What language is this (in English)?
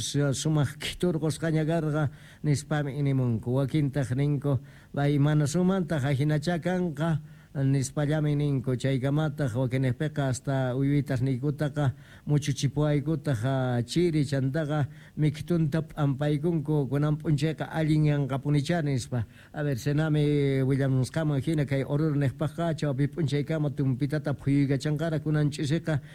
South Bolivian Quechua